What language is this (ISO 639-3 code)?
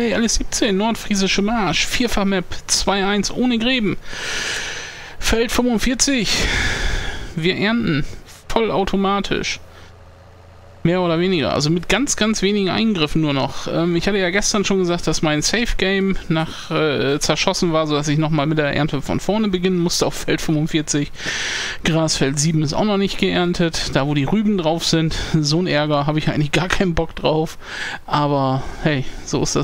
deu